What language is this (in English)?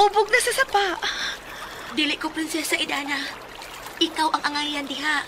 Cebuano